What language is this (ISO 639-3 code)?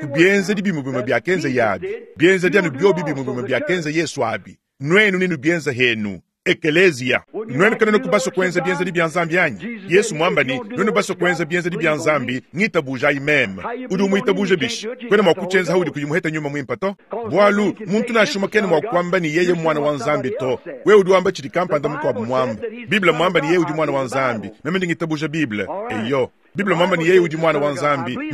lua